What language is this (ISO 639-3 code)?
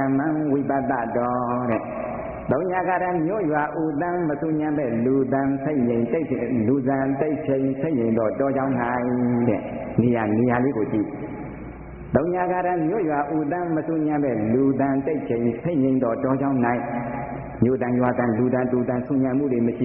mya